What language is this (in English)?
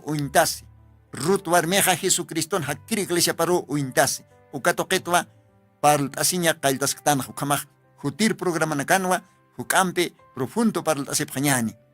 Aymara